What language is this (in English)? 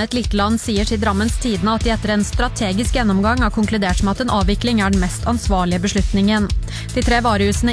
Norwegian